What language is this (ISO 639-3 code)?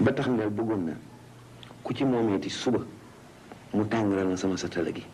wol